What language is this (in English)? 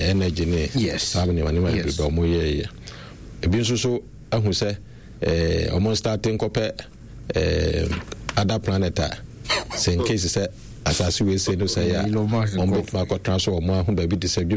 Akan